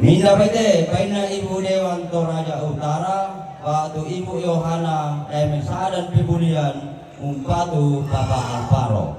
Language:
Toraja-Sa'dan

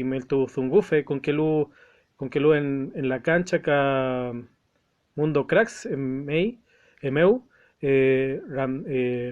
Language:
Mapuche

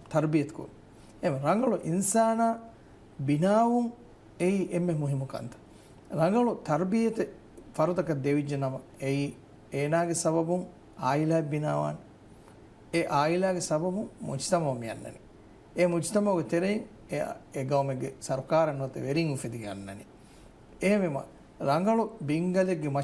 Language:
Divehi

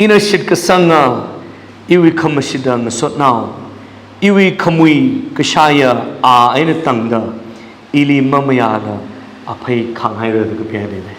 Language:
Tangkhul Naga (India)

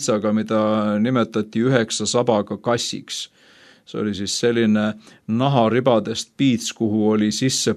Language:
Estonian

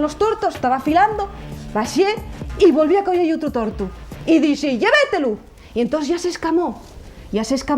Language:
Asturian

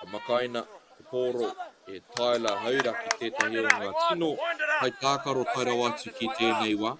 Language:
Māori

